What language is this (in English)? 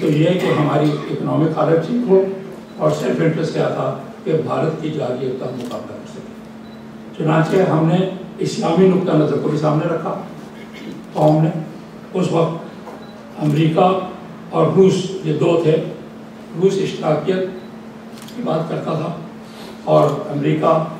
Urdu